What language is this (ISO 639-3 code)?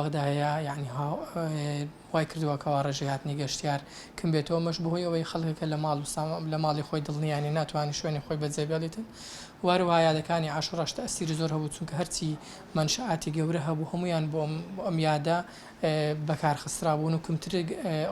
ckb